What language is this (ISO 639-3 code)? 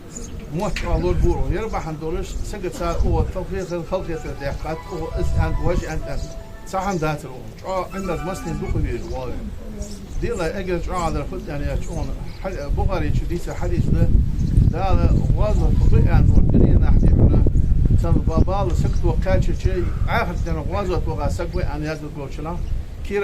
inh